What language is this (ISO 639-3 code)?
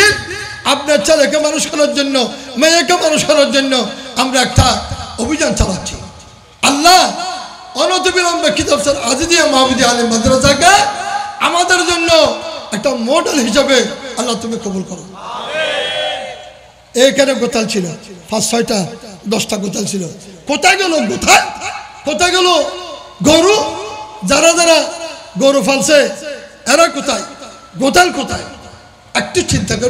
ben